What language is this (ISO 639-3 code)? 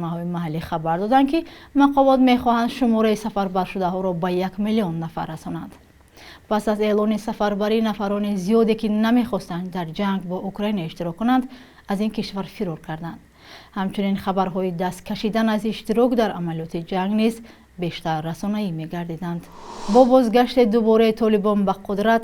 tgk